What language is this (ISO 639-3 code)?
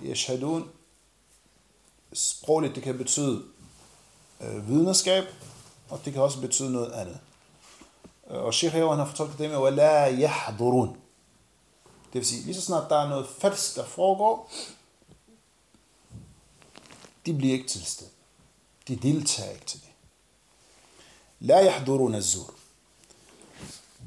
dan